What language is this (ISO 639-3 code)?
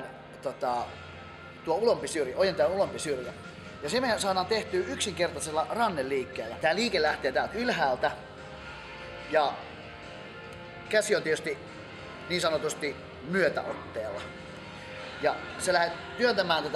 fin